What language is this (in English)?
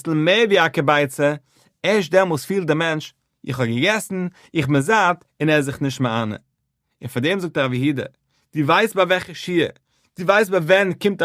Yiddish